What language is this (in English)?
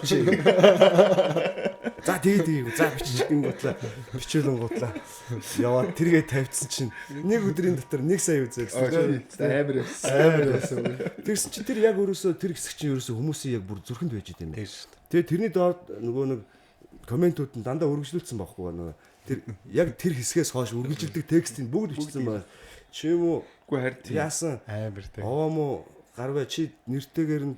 Mongolian